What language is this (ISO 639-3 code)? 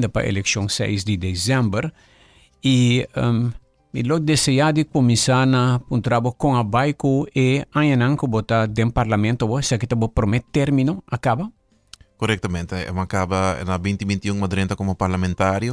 pap